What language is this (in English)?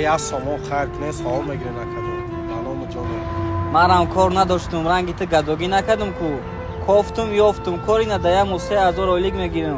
Tajik